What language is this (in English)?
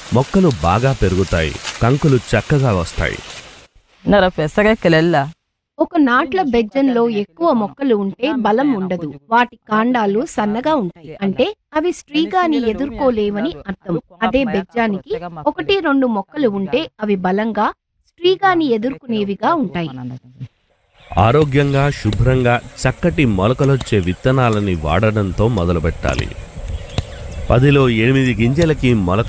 Telugu